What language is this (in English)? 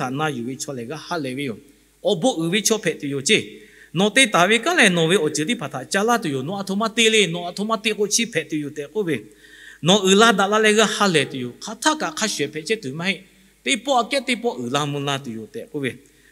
Lahu